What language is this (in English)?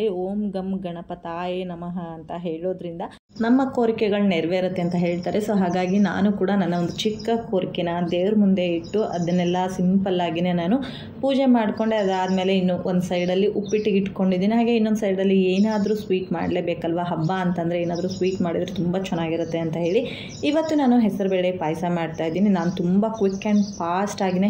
Kannada